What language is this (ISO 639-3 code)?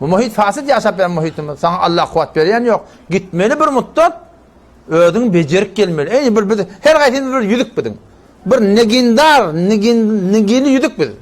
tuk